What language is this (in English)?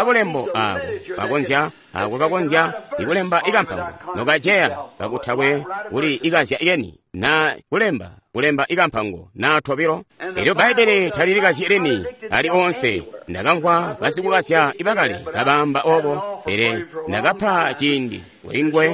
Tonga (Zambia)